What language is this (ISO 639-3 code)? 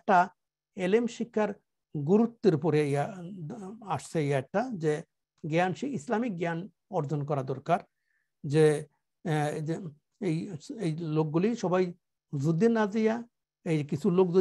ben